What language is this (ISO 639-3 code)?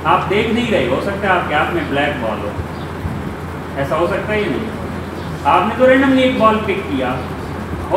hin